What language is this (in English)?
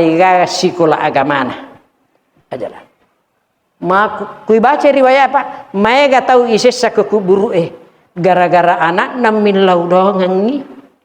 Buginese